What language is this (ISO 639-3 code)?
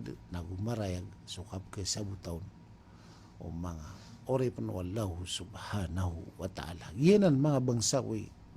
mrw